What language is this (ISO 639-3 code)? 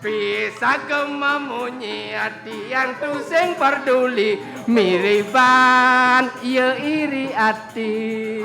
ban